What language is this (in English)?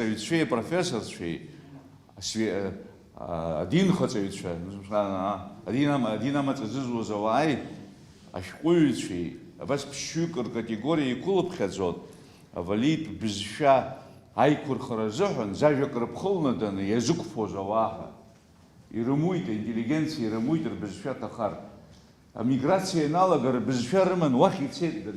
Abkhazian